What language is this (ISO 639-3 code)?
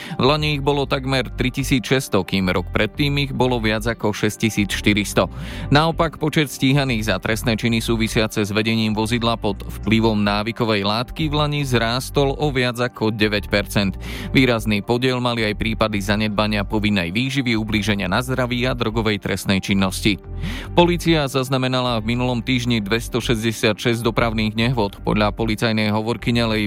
slk